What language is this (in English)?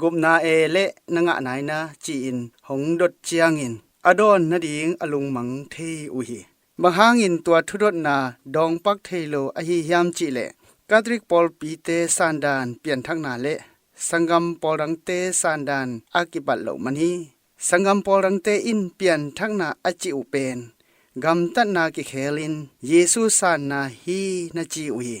Tedim Chin